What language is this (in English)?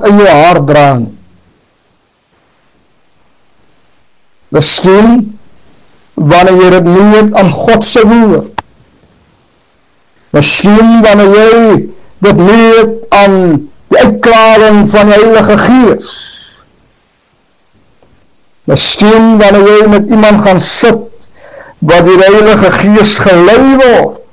Afrikaans